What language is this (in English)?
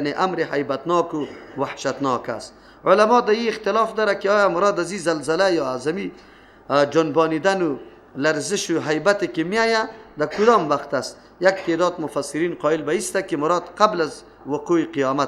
Persian